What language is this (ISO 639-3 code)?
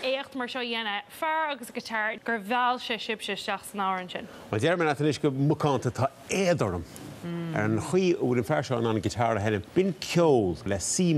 gle